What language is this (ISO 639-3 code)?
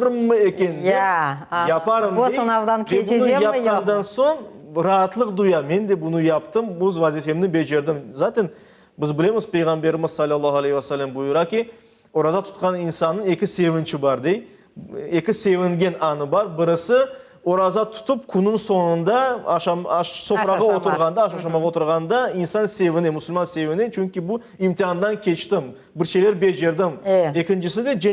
crh